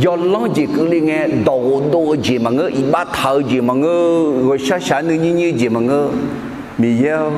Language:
Akha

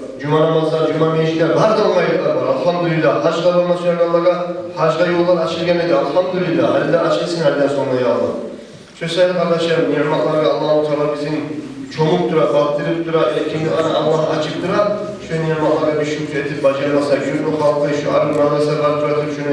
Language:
Kumyk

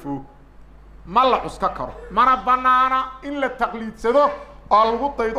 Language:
Somali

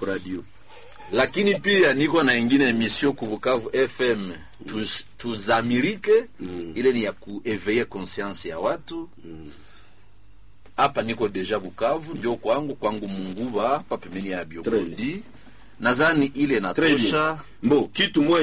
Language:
Swahili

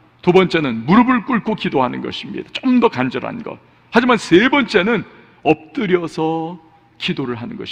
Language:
Korean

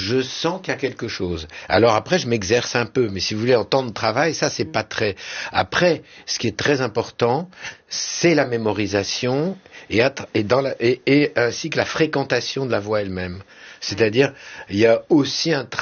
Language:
French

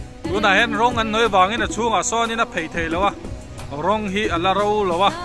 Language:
Mizo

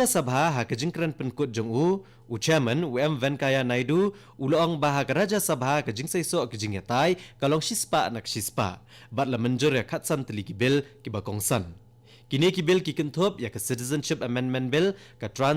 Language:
Khasi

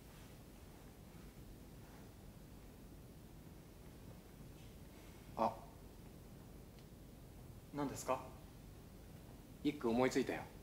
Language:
Japanese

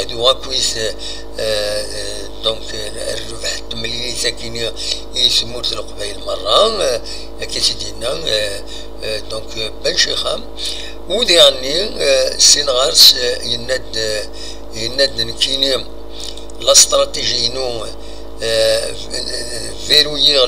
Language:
Kabyle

